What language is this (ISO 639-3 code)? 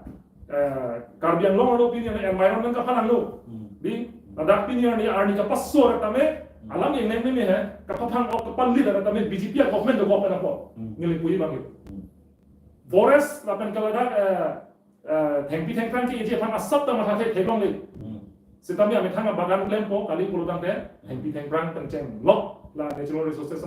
mjw